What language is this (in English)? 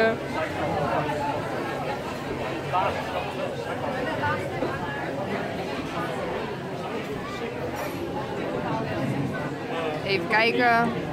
Dutch